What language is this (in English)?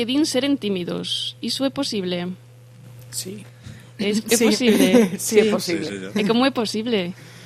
Galician